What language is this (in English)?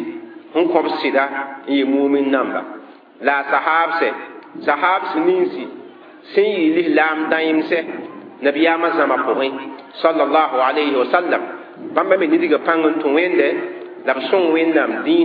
Mossi